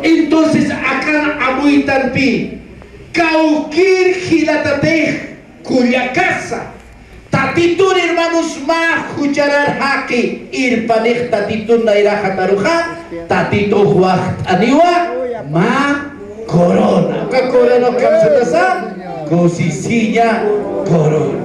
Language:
Aymara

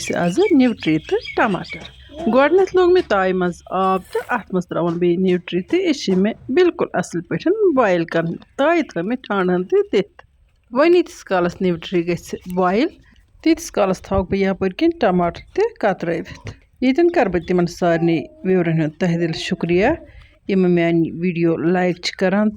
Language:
Kashmiri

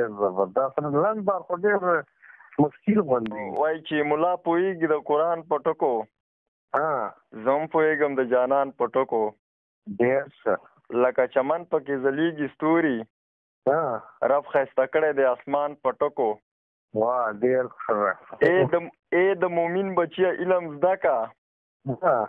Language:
Pashto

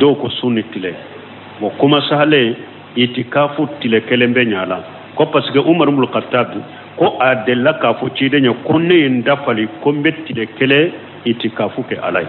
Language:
Bambara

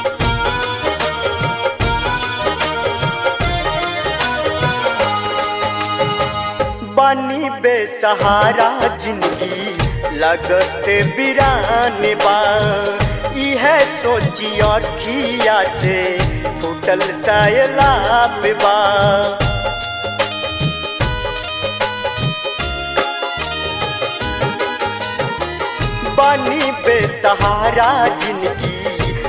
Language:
Bhojpuri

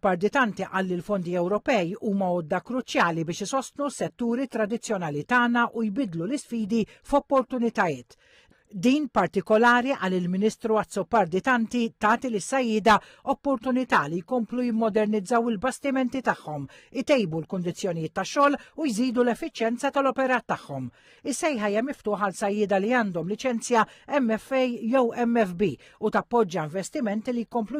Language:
Maltese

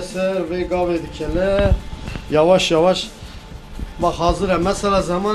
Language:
Kurdish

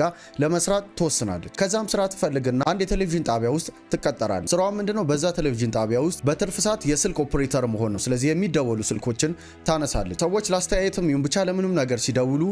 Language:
Amharic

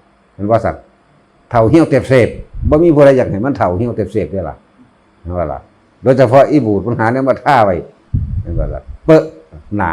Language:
Northeastern Thai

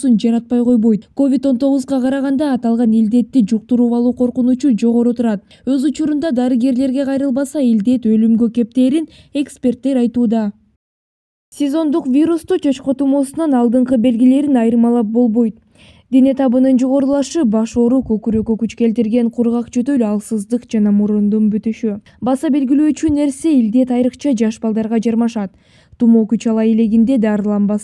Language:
Kyrgyz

